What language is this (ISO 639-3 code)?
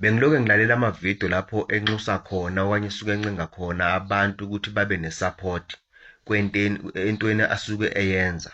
zul